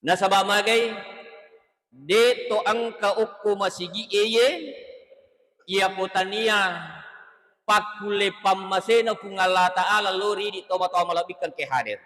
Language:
Buginese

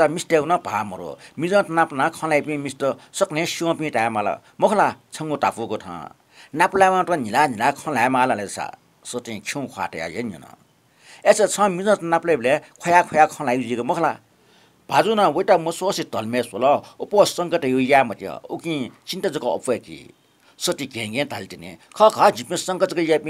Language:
Newari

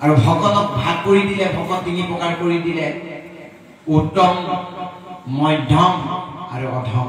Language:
Assamese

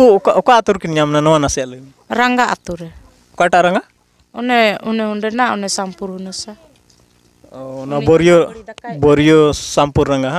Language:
Santali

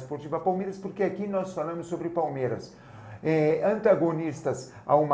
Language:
Portuguese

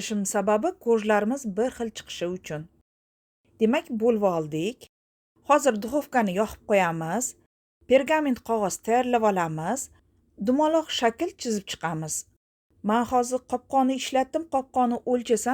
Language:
Uzbek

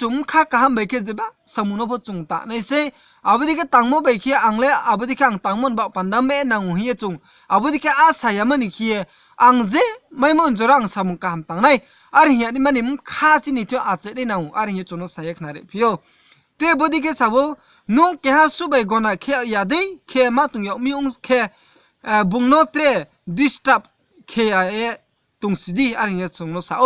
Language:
Riang (India)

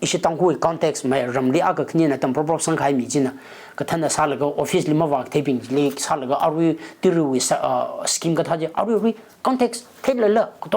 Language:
Tangkhul Naga (India)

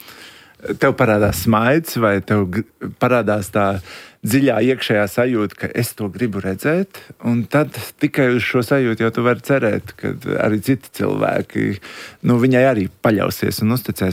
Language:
Latvian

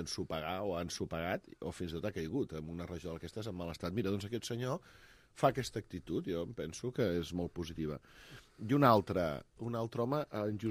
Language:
Catalan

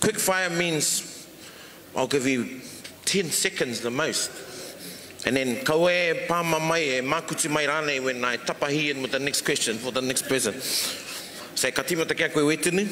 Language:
Māori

